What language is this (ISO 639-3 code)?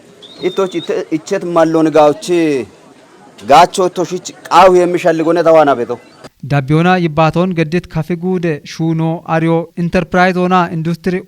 kbr